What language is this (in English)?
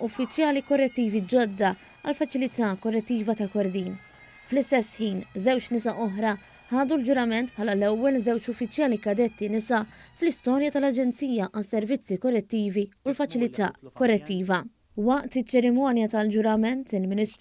Maltese